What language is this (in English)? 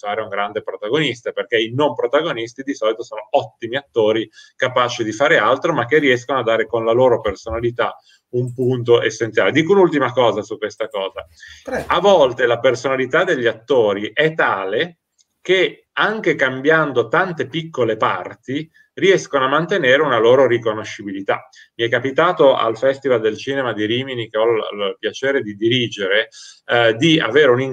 Italian